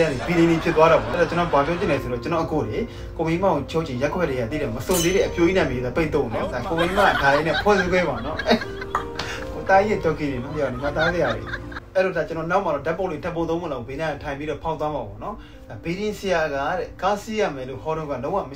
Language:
Burmese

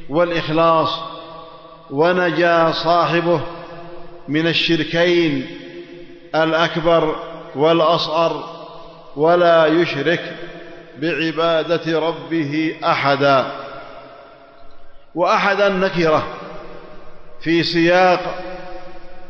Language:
Arabic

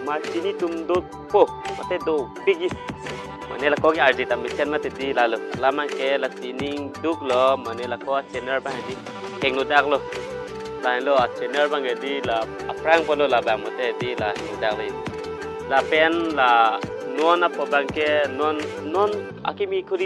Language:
Karbi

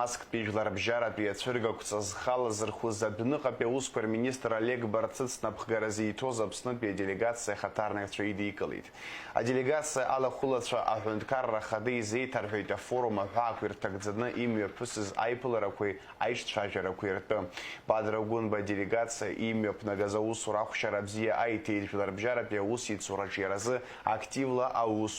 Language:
Abkhazian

